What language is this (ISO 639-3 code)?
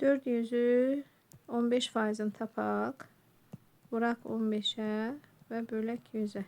aze